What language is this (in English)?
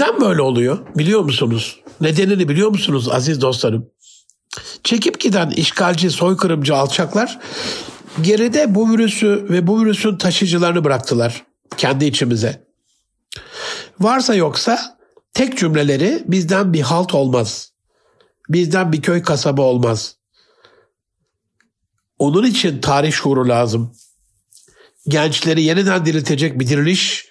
Turkish